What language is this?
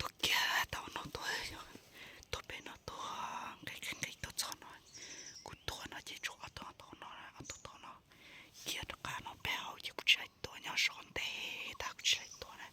Hmong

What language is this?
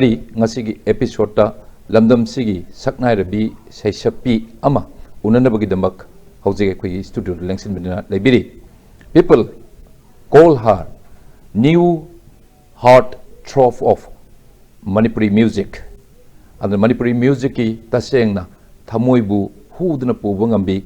Manipuri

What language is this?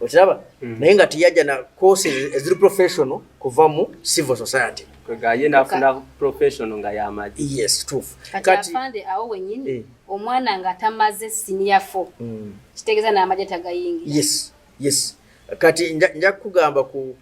Ganda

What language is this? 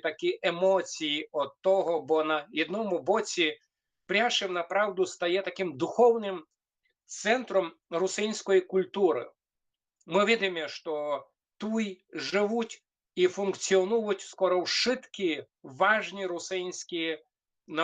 Rusyn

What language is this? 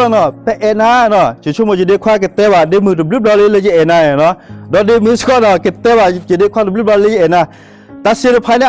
S'gaw Karen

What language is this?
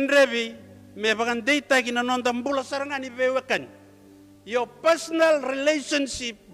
Fijian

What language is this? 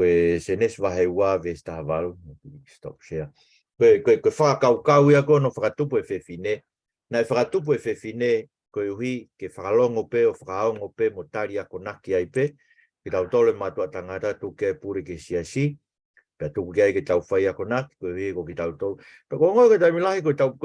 Tongan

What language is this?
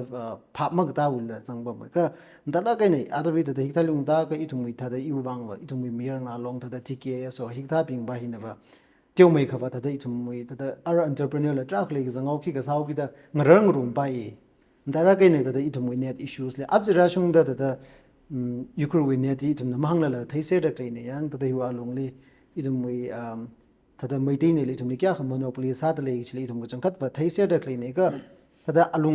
Tangkhul Naga (India)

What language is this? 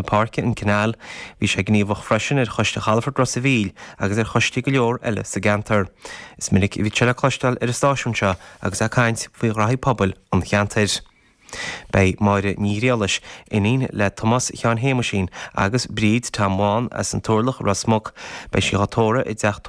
Irish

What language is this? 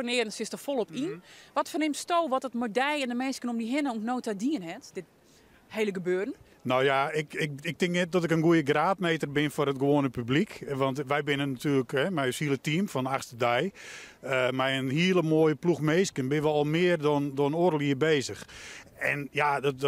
Western Frisian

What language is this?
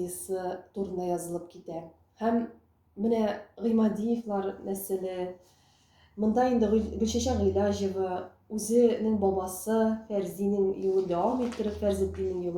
Tatar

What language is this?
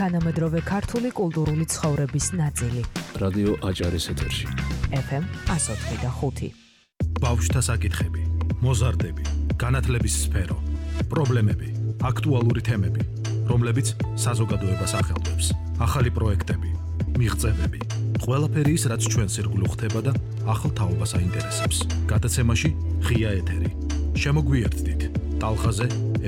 Georgian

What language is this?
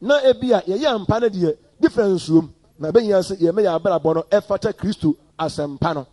Akan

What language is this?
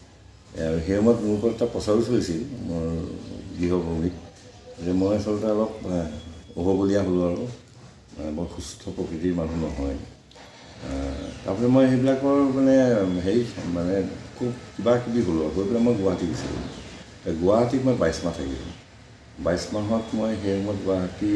Assamese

